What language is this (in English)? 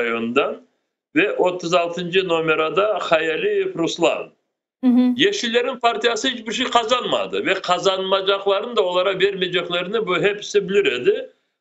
Crimean Tatar